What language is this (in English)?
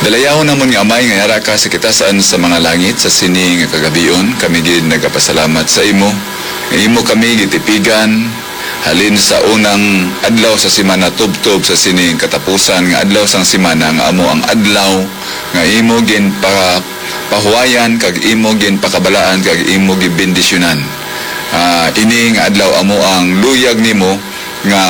Hiligaynon